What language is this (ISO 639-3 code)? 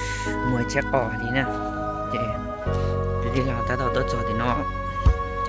hmn